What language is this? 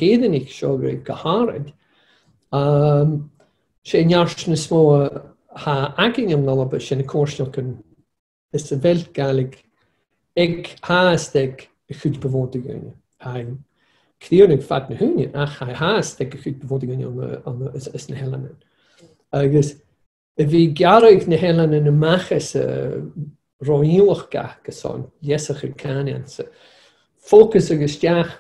Scottish Gaelic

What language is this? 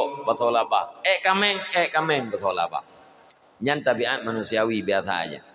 Achinese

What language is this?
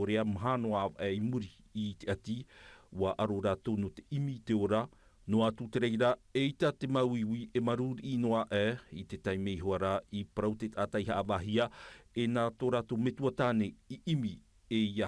Tahitian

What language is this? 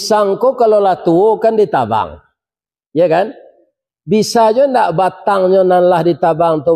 Minangkabau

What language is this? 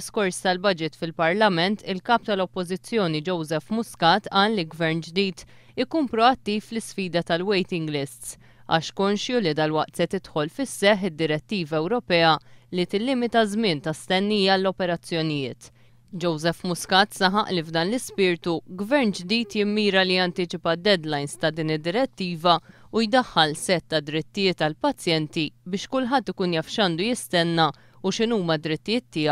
Maltese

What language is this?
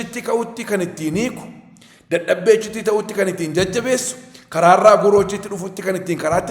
Oromo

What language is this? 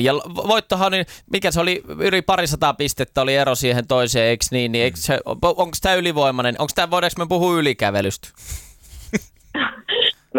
Finnish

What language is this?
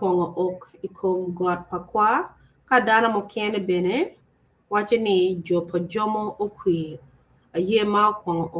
Acoli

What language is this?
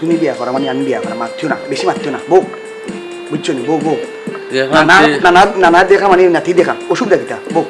Sylheti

